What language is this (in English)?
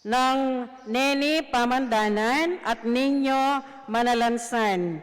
Pampanga